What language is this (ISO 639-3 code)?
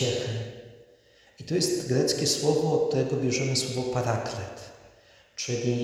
pol